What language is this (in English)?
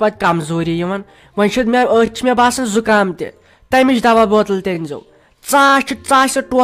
Kashmiri